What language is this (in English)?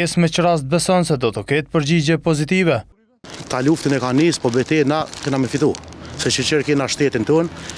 Albanian